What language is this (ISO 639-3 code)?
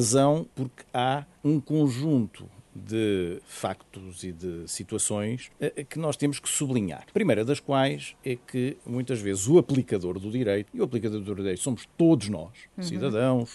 por